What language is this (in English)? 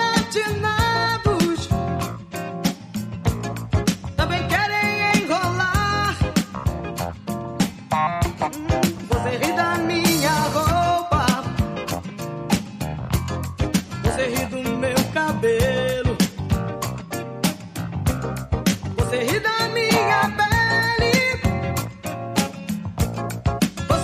Portuguese